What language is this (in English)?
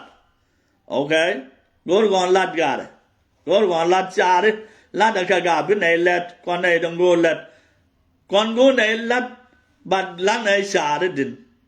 Nuer